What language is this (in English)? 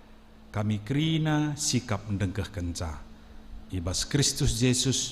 Batak Karo